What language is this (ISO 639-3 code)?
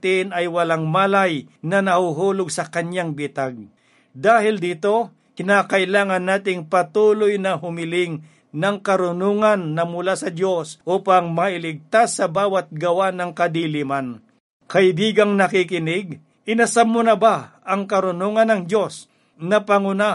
fil